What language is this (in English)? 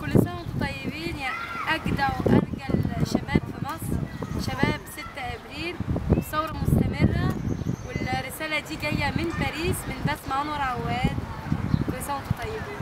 Egyptian Arabic